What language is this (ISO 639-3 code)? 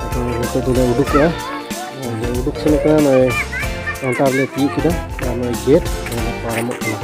sat